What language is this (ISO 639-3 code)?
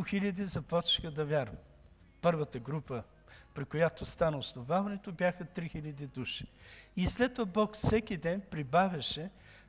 bul